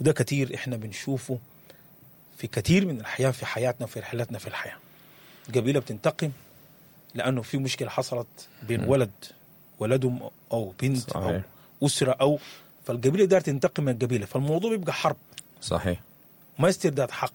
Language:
Sudanese Arabic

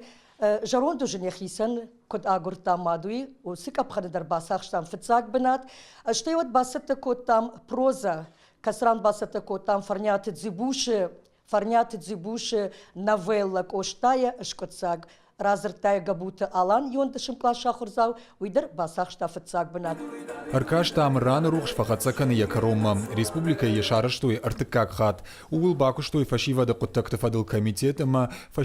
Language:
Ossetic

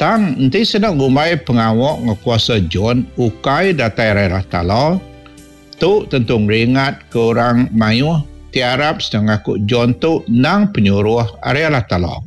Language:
Iban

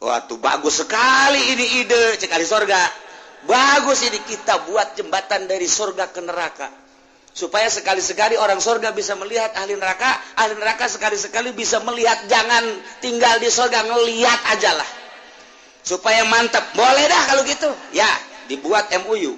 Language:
Sundanese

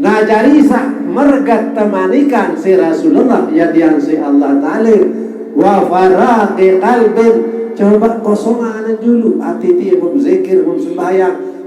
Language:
Sasak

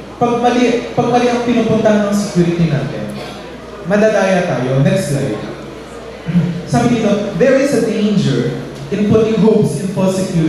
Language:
Filipino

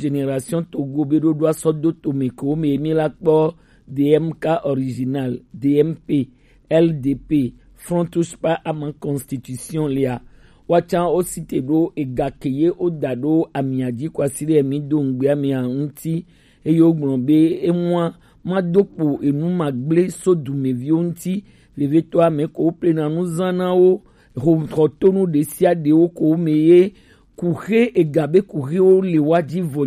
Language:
Gen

